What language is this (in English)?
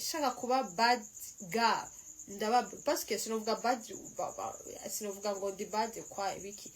Rundi